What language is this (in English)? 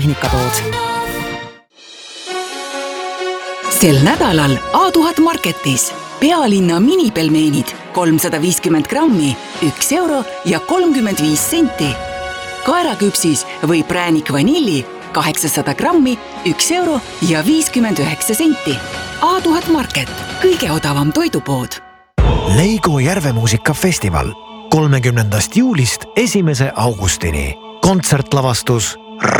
Estonian